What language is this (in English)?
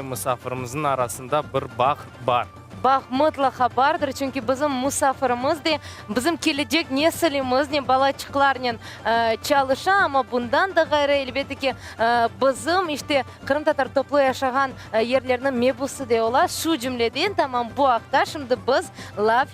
Crimean Tatar